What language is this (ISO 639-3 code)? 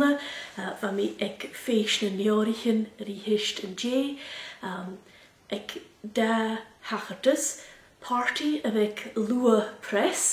gla